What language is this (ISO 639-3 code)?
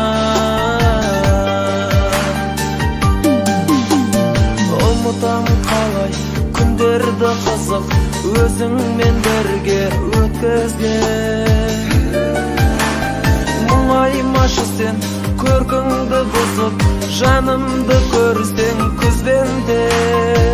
kaz